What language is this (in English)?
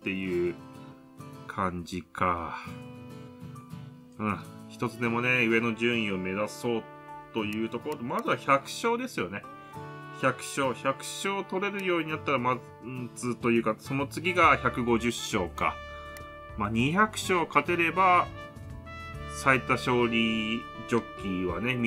Japanese